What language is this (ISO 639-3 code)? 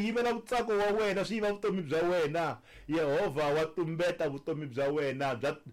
tso